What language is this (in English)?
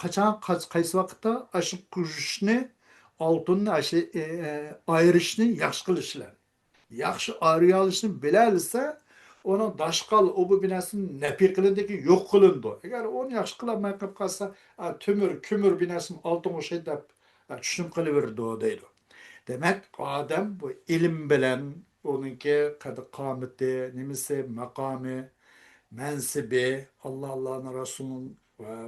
Uyghur